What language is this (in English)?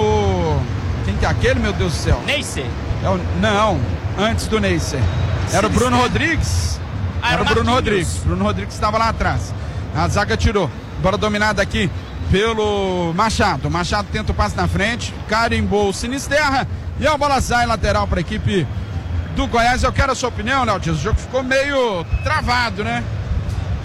Portuguese